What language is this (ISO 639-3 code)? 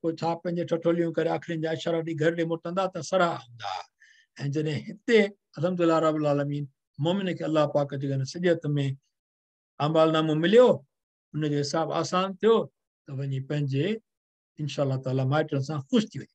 snd